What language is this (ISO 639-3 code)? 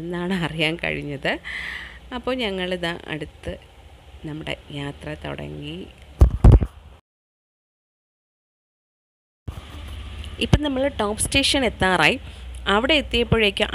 mal